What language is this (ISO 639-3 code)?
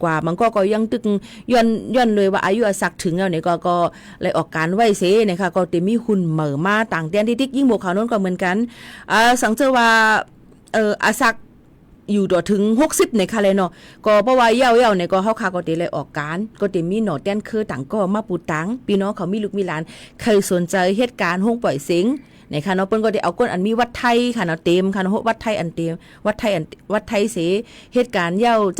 shn